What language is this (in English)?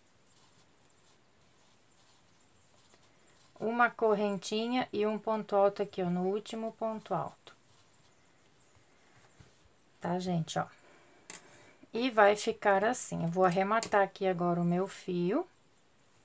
Portuguese